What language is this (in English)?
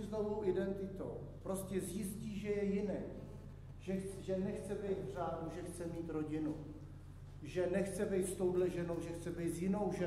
Czech